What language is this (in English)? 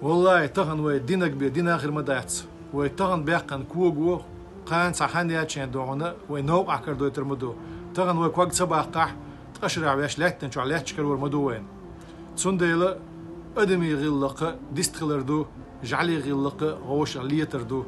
Chechen